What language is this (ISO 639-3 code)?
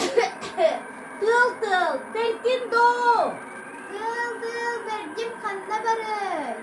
sah